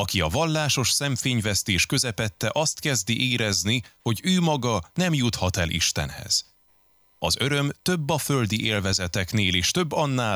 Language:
Hungarian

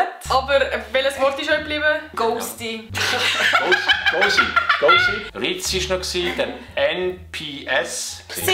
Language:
Swiss German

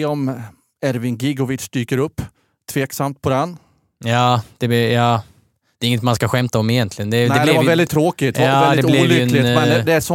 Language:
Swedish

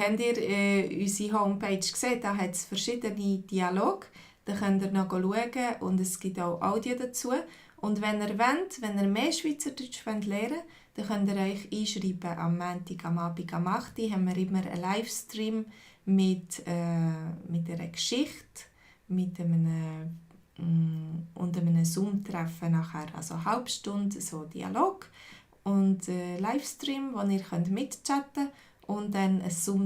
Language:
Swiss German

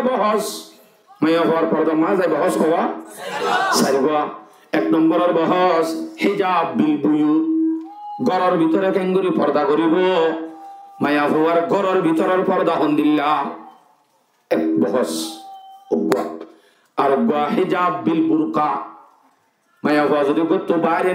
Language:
Rohingya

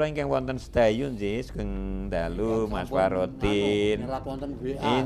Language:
Javanese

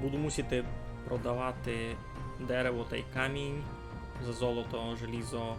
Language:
Rusyn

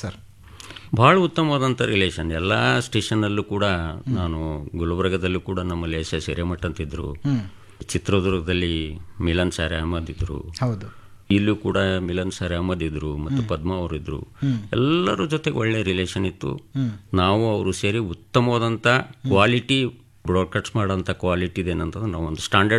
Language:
Kannada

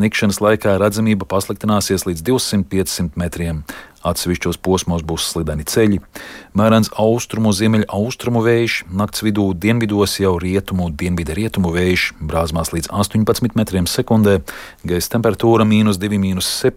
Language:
Latvian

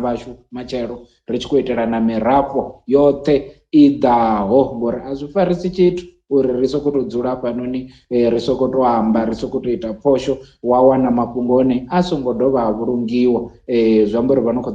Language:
Venda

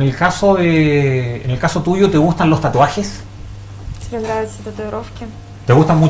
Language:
Spanish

